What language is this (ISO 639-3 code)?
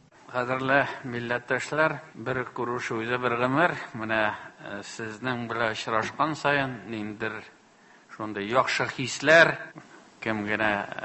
tat